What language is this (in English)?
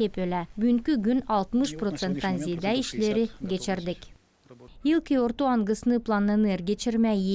Gagauz